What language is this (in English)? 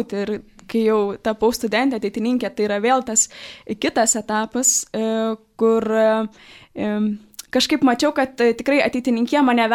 Lithuanian